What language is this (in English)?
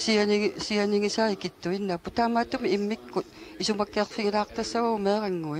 Kalaallisut